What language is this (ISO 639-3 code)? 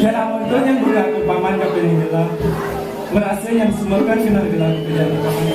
ban